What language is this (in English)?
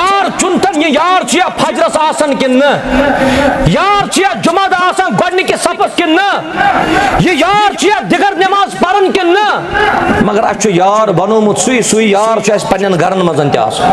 Kashmiri